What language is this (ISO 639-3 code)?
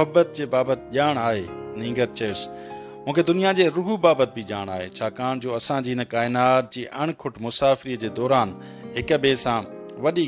snd